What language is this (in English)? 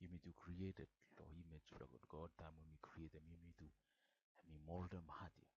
Bislama